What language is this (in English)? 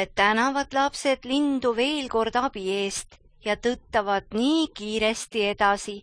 Estonian